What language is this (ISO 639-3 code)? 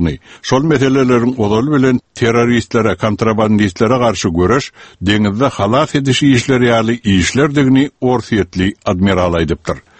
tuk